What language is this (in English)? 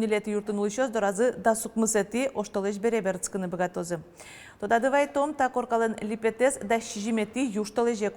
Udmurt